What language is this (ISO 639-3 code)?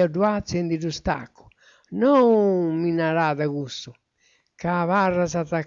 srd